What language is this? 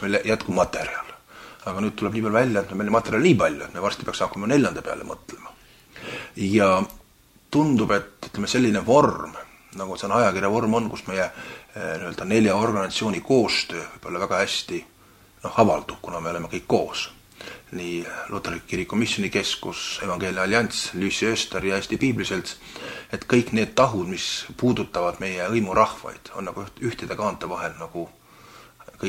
Estonian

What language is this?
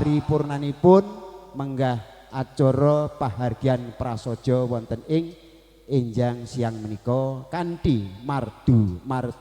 Javanese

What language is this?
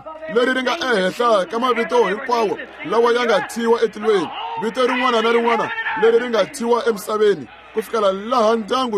Tsonga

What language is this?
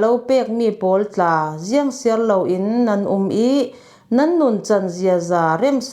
Falam Chin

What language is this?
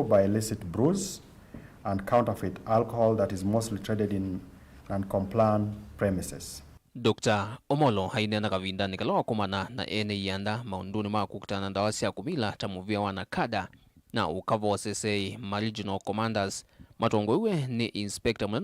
Kamba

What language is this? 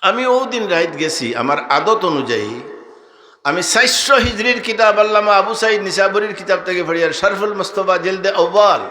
Sylheti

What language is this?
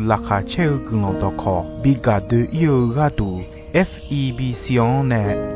Akha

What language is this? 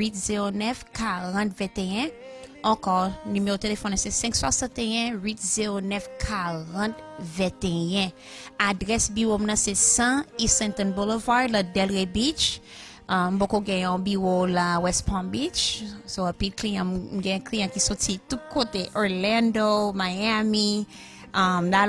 Haitian Creole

